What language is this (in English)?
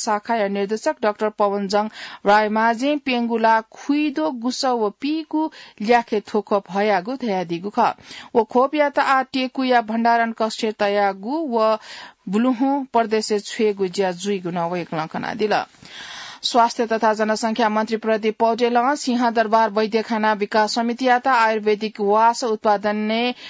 Newari